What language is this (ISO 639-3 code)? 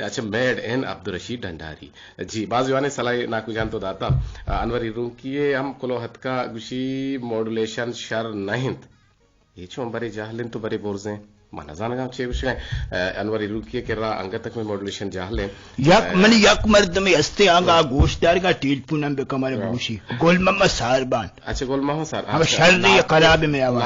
bgp